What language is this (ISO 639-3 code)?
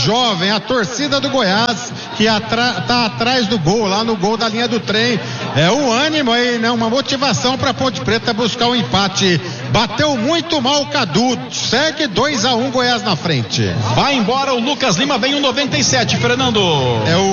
por